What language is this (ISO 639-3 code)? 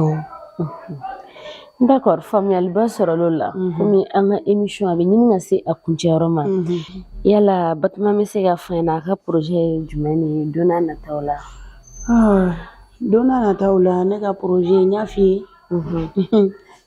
bam